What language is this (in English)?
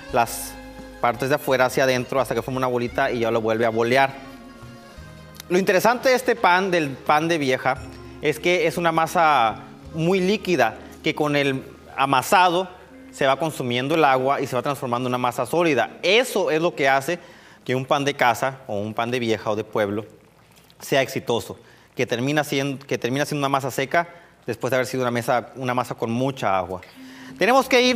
Spanish